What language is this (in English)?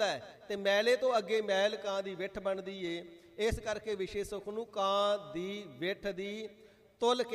Punjabi